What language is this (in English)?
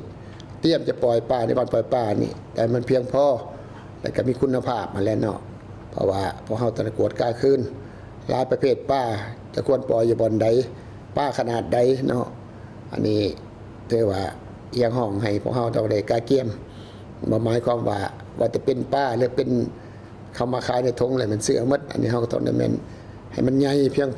Lao